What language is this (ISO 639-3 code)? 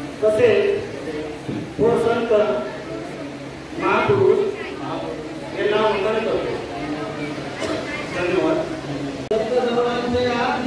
mar